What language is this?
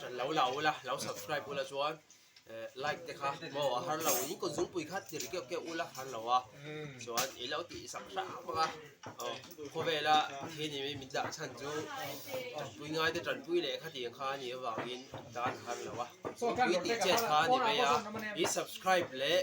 Mizo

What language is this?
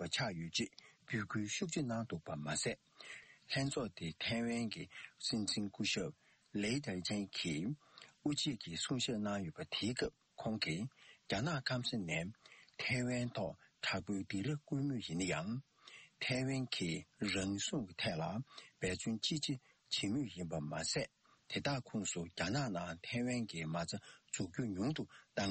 Tibetan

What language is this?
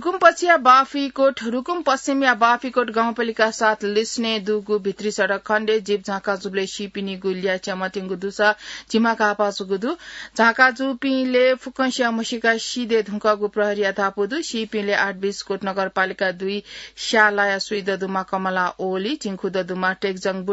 Newari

